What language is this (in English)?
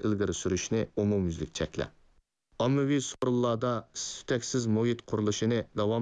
Uyghur